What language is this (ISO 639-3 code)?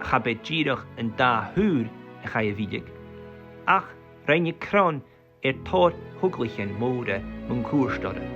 gla